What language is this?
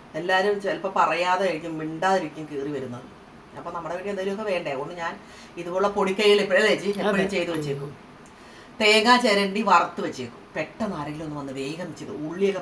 Malayalam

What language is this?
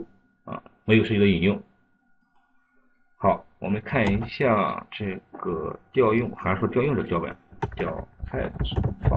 Chinese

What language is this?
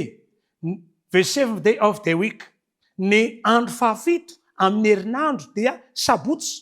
Malagasy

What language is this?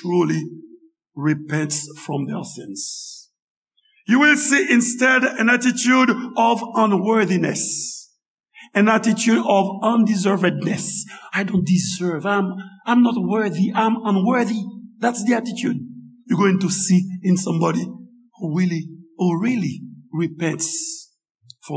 Haitian Creole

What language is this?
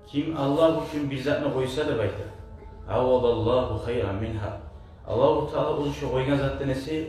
Kumyk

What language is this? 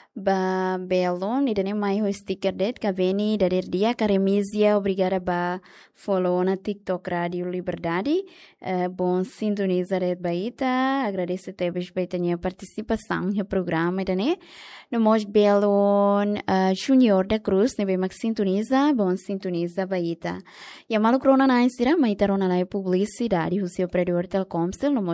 Tetum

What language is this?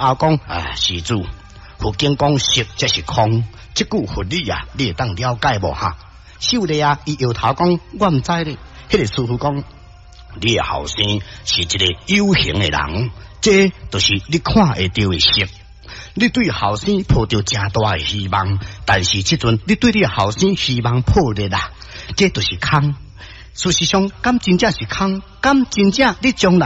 Min Nan Chinese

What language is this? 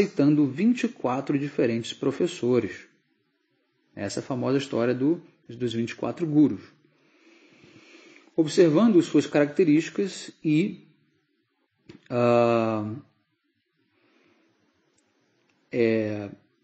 Portuguese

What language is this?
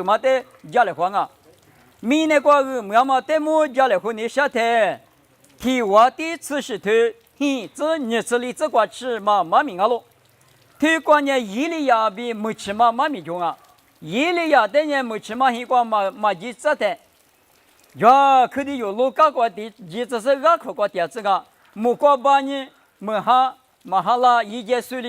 Lisu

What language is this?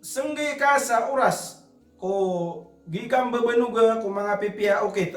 Maranao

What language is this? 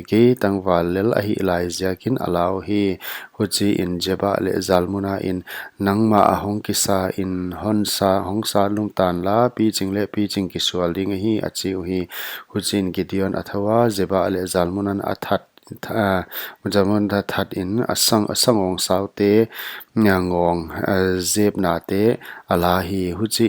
Paite Chin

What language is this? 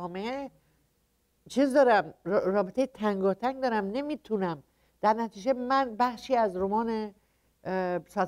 Persian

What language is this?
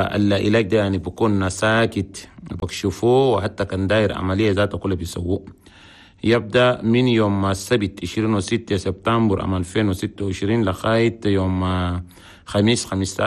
Chadian Arabic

